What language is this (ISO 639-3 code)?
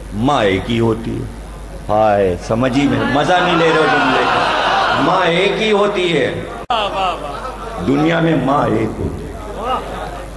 urd